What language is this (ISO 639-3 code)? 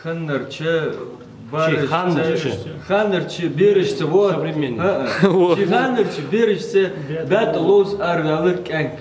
inh